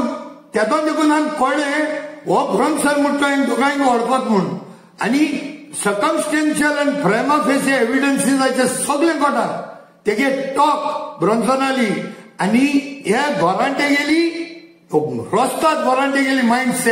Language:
Konkani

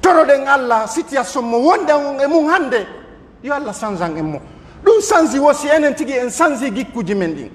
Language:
Pular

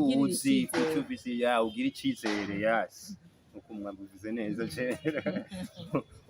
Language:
Rundi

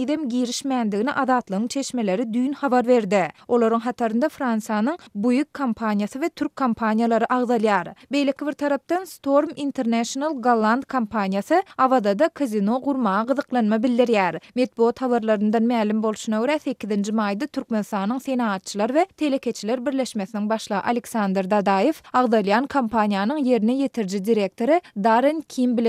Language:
Turkmen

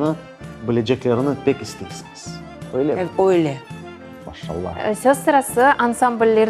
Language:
Crimean Tatar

